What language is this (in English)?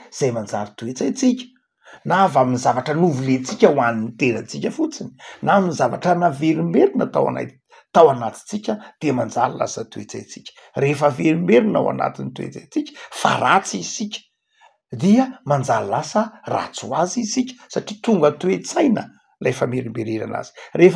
Malagasy